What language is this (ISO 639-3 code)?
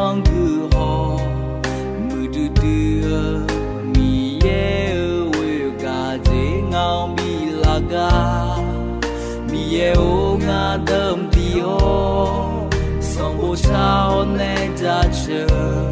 ahk